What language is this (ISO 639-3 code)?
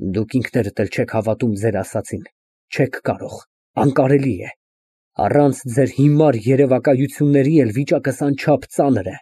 hye